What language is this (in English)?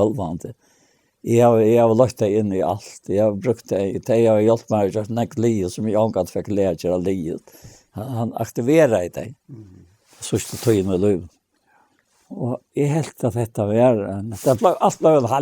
Faroese